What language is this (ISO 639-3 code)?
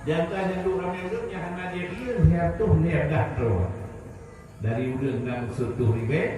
ace